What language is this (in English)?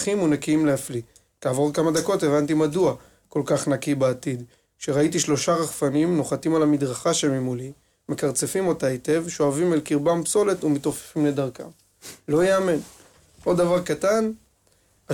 Hebrew